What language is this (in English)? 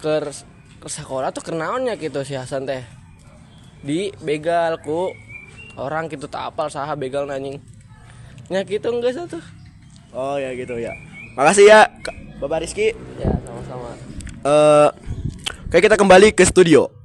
Sundanese